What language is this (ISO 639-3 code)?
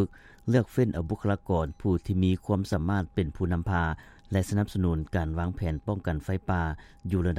lao